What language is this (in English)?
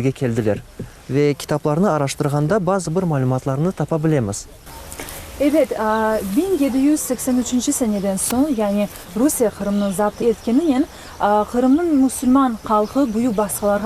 Crimean Tatar